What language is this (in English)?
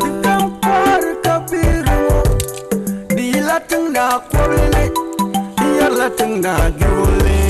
Dagbani